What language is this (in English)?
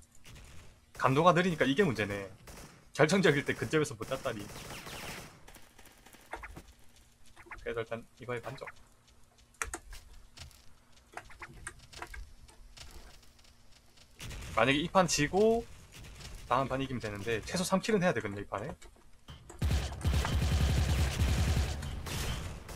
Korean